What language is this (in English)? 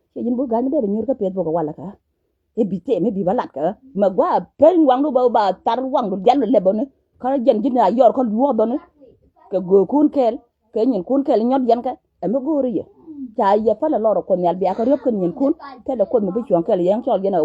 Nuer